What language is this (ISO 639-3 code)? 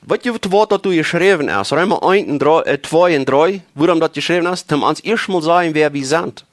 pdt